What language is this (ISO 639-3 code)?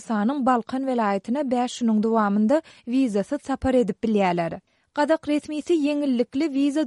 tuk